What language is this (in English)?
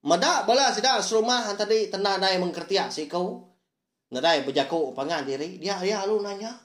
Iban